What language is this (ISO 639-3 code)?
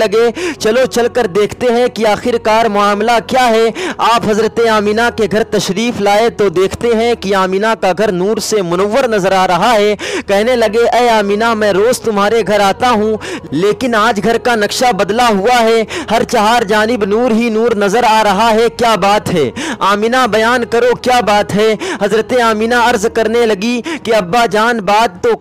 urd